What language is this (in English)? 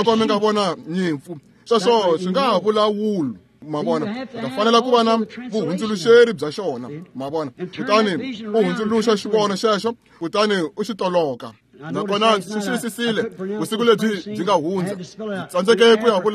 Tsonga